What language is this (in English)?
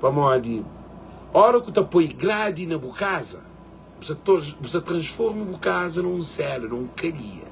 Kabuverdianu